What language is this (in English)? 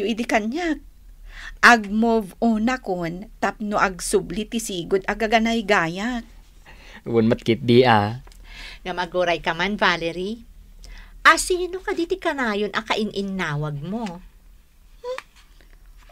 Iloko